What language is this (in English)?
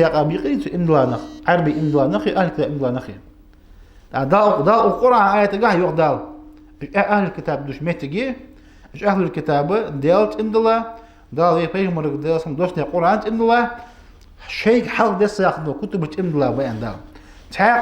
Ingush